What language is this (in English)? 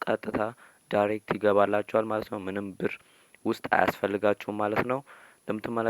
Amharic